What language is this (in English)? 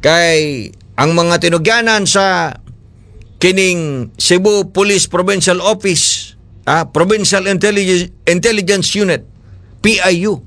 Cebuano